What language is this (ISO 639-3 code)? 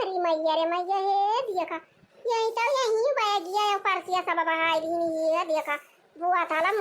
awa